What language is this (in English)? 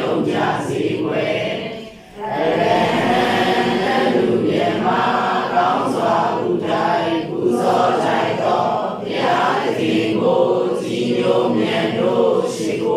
Burmese